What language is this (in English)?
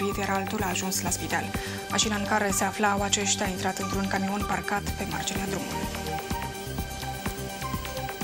Romanian